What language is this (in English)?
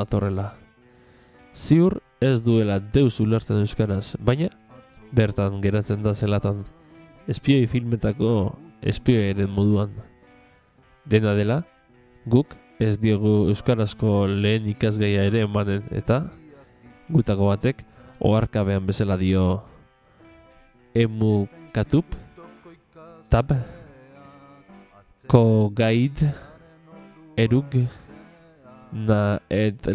Basque